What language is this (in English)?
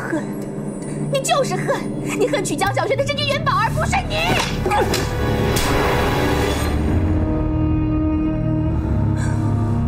Chinese